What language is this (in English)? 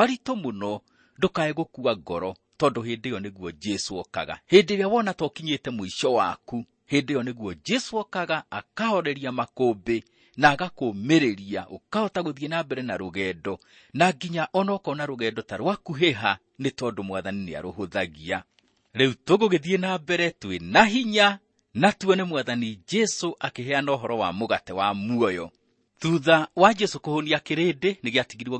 Kikuyu